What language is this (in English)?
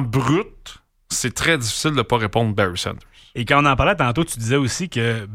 French